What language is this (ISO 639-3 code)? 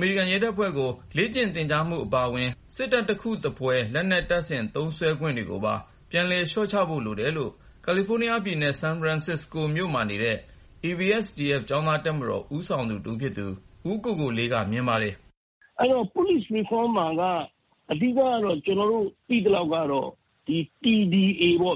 mya